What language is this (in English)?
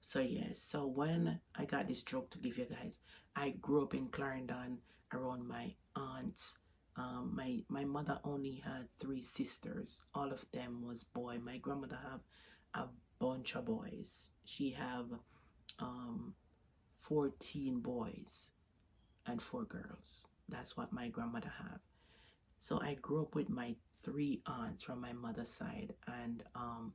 Jamaican Creole English